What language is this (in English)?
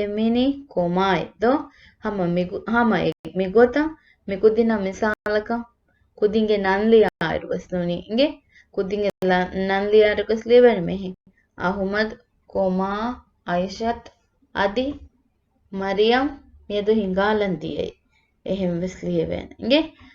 Divehi